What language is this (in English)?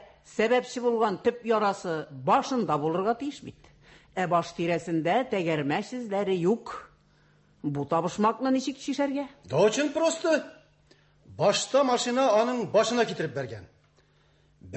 Tatar